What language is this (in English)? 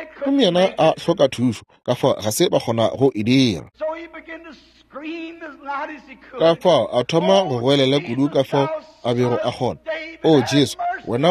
Northern Sotho